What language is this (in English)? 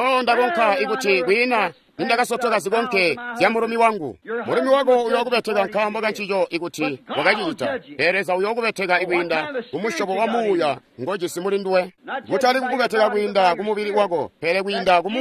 Tonga (Zambia)